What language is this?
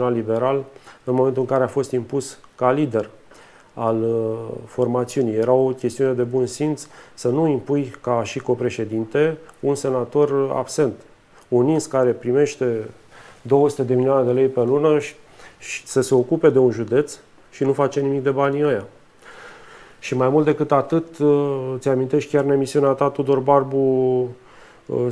Romanian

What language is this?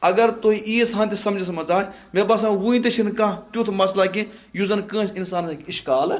Kashmiri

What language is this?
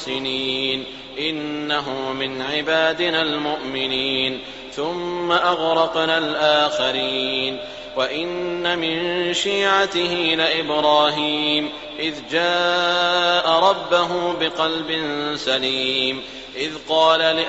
Arabic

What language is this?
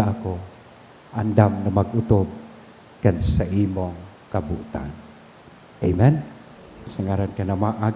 Bikol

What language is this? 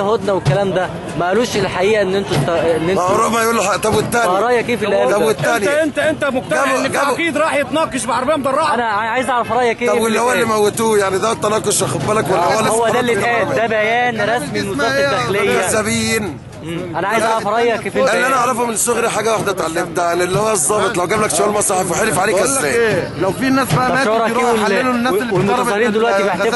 Egyptian Arabic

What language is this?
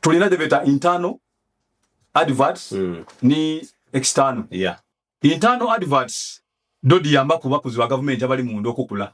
Ganda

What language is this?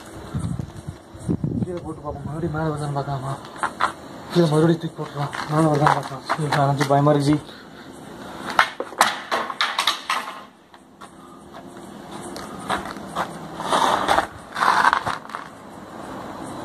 Tamil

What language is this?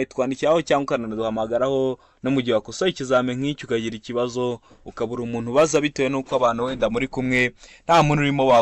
Kinyarwanda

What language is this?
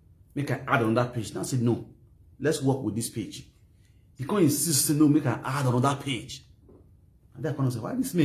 Nigerian Pidgin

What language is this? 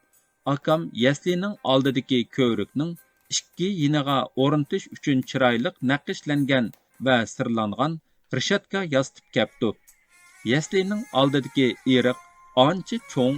Uyghur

